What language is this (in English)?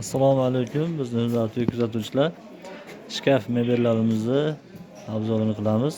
Uzbek